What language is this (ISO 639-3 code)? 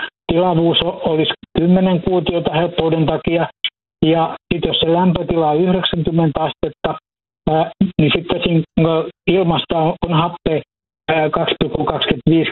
fin